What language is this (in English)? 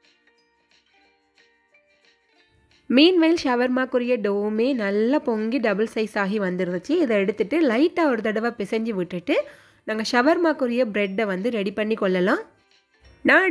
Tamil